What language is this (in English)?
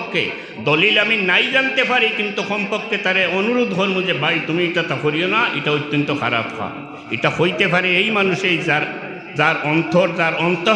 Sylheti